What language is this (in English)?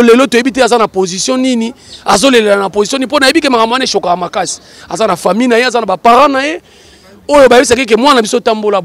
Lingala